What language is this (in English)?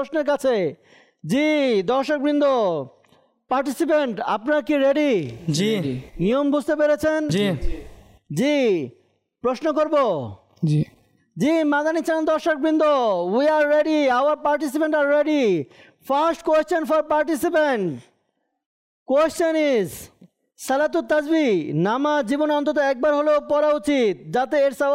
Bangla